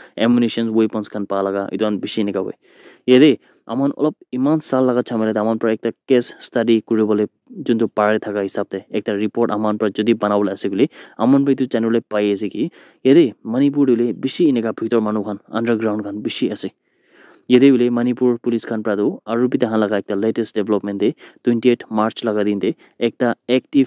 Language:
Naga Pidgin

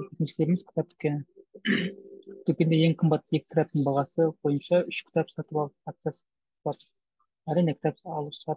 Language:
Kazakh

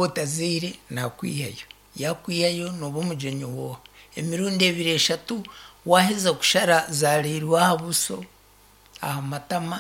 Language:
Nyankole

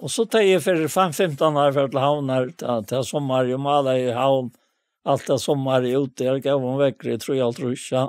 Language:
Faroese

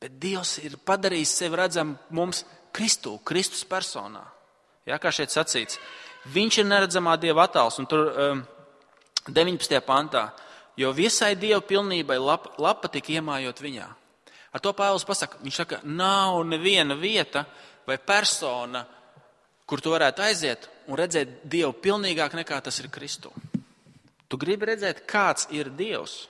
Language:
Latvian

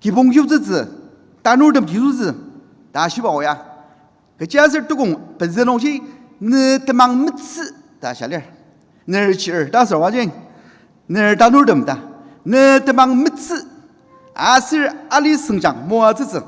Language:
Ao Naga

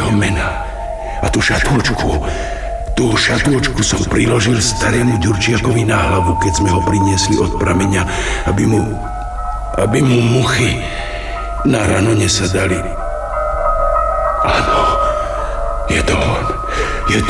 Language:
Slovak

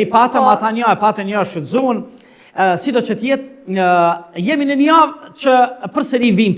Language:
Albanian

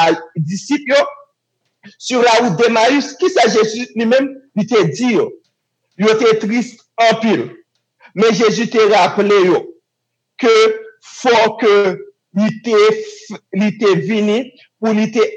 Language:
Haitian Creole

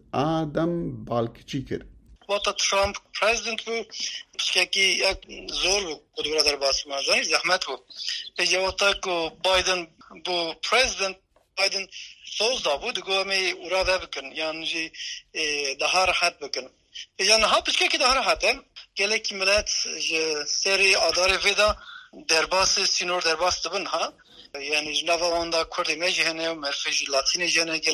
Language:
Kurdish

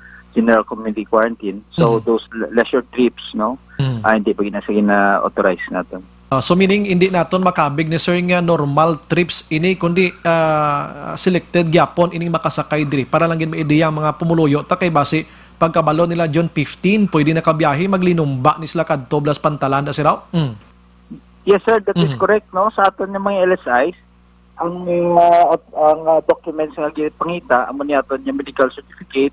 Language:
Hiligaynon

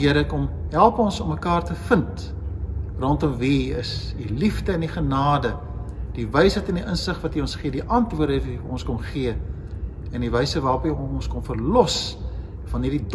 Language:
Afrikaans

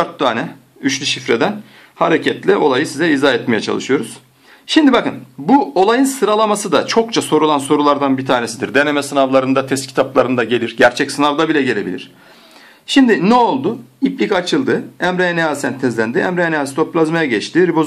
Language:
Turkish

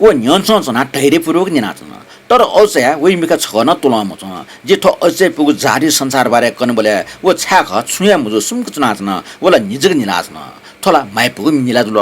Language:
Newari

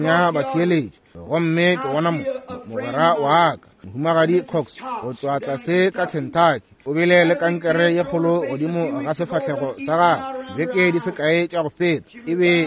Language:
Northern Sotho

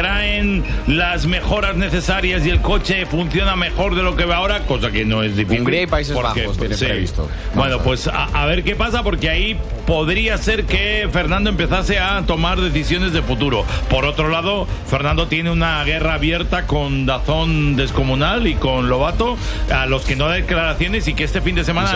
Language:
Spanish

